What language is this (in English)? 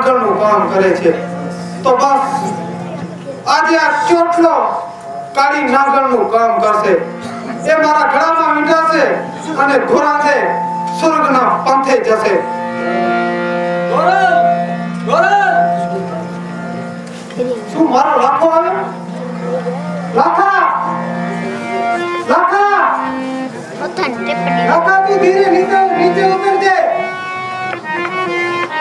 Gujarati